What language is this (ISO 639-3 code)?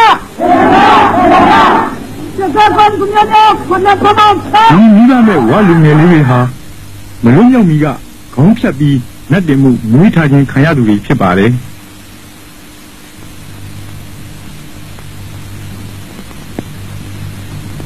mya